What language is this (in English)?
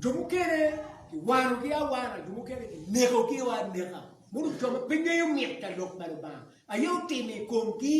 Acoli